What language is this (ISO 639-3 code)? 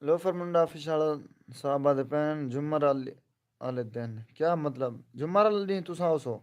skr